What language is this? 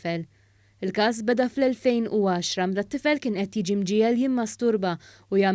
Maltese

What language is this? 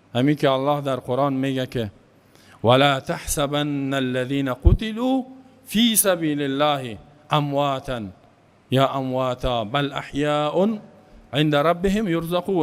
Persian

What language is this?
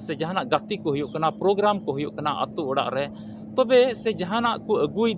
Santali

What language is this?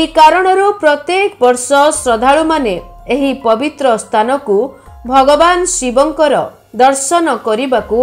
Odia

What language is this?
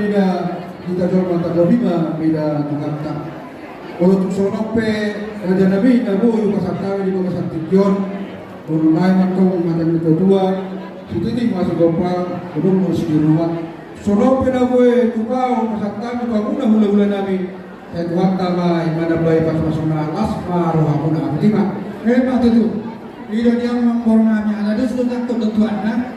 Batak Toba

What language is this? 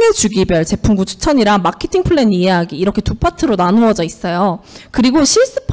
Korean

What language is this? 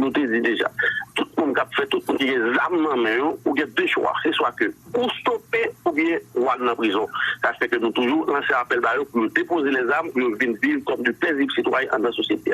Haitian Creole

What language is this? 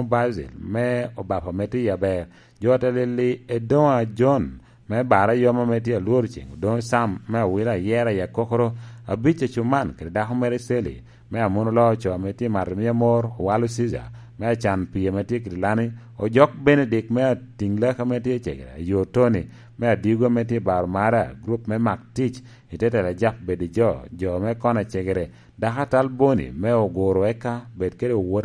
Lango (Uganda)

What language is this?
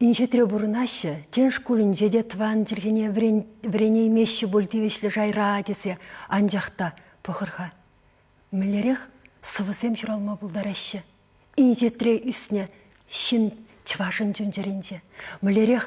Chuvash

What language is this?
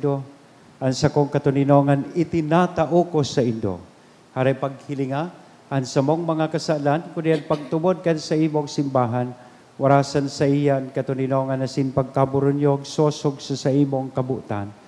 Bikol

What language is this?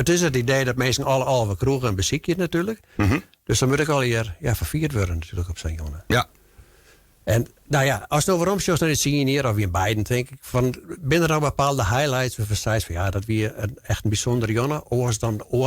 Western Frisian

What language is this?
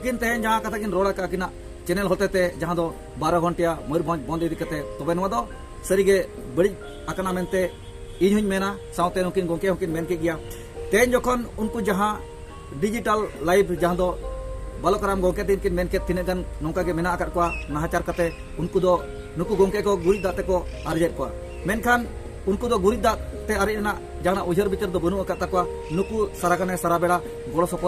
Santali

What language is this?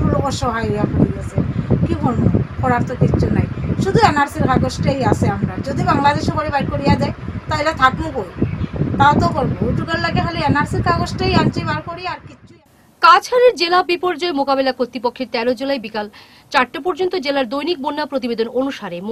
Bangla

